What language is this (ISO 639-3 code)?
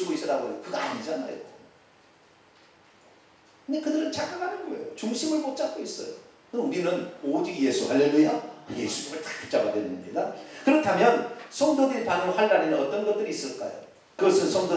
kor